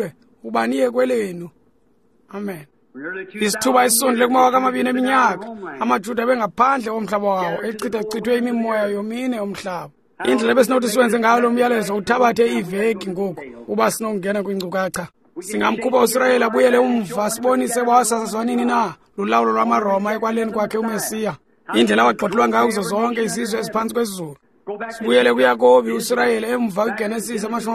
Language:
Xhosa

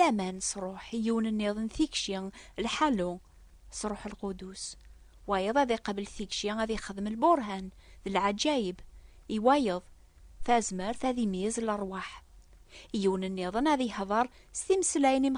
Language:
Kabyle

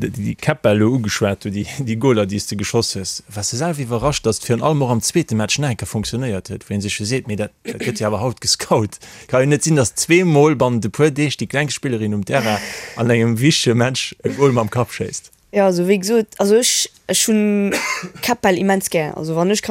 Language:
Luxembourgish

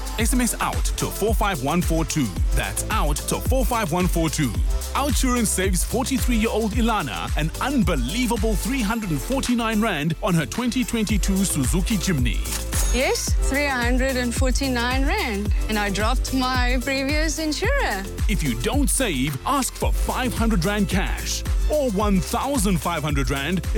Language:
English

